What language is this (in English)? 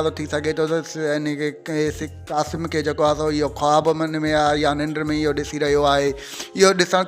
Sindhi